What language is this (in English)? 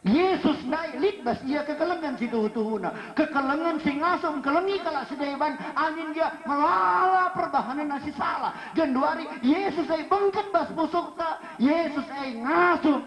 Batak Karo